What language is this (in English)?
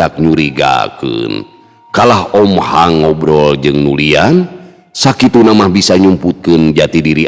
Sundanese